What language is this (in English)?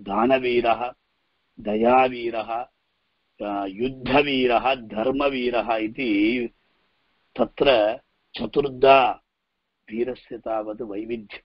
Sanskrit